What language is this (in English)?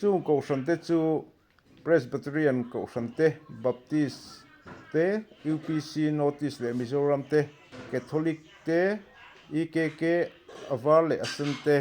Mizo